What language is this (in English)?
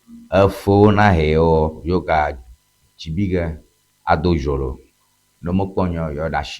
Ewe